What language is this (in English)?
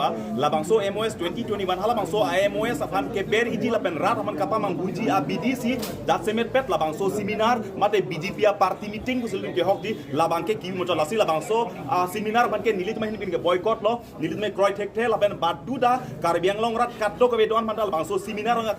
Karbi